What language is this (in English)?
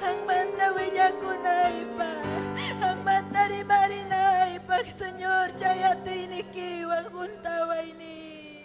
Ayacucho Quechua